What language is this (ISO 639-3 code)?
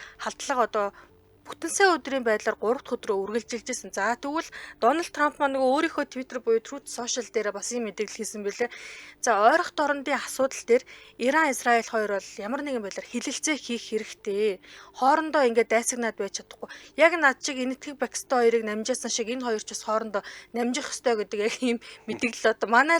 mon